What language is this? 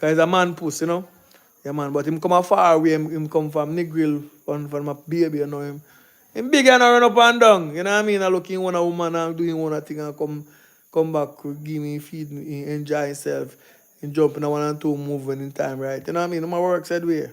Jamaican Creole English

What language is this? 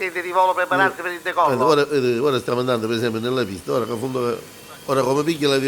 Neapolitan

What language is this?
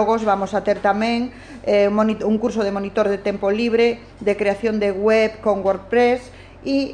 Galician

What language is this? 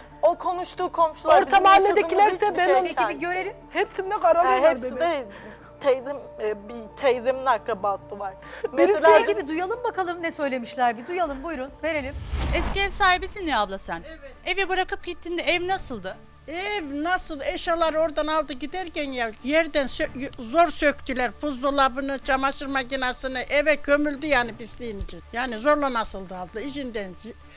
Turkish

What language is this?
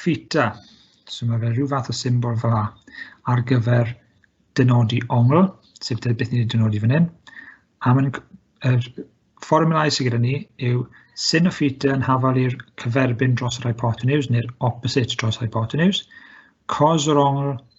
Welsh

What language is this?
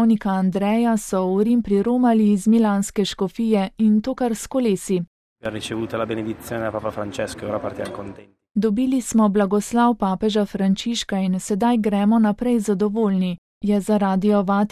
Slovenian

